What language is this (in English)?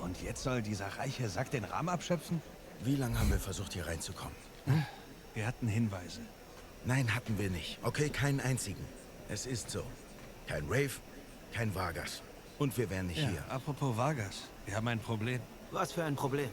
Swiss German